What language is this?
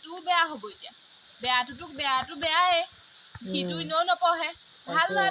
Assamese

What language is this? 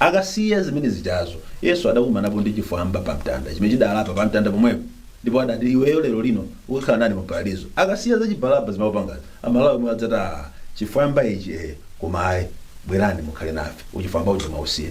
Nyanja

